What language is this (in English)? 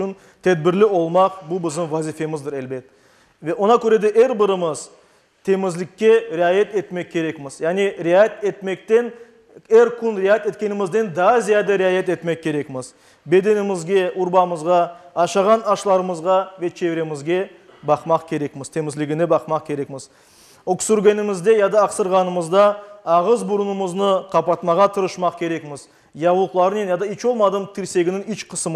Crimean Tatar